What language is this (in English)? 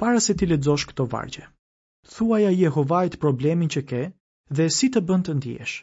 Albanian